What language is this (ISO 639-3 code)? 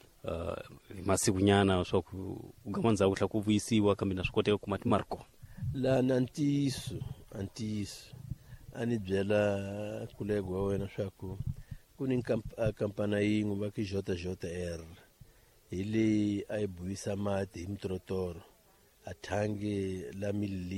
tso